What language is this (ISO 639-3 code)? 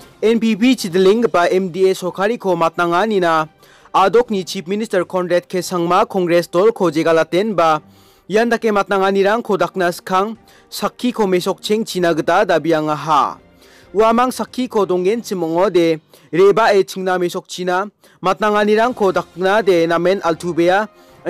grt